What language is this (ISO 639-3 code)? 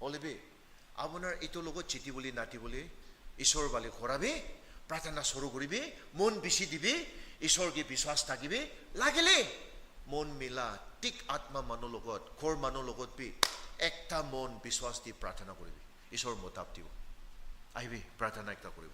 nag